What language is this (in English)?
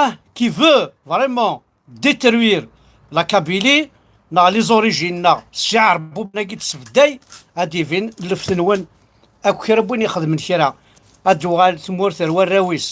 Kabyle